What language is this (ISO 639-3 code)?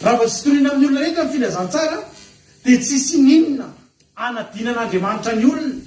mlg